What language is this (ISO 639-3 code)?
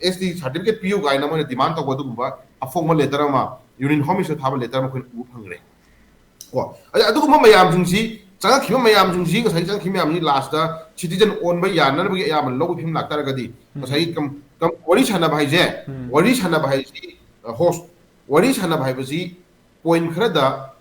mni